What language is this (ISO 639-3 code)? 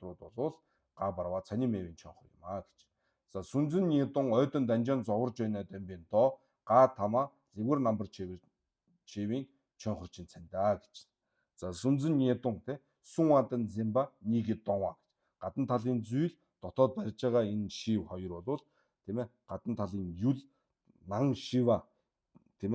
mon